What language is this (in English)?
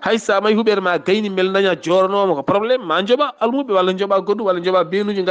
Fula